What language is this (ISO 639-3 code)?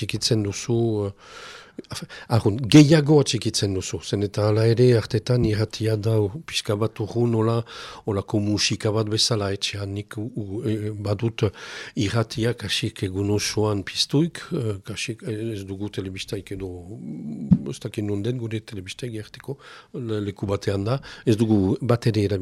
eus